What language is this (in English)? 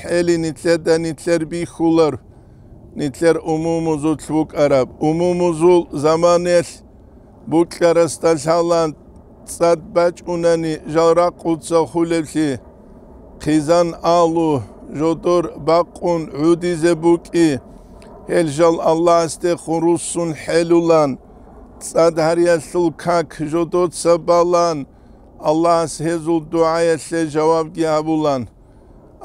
Avaric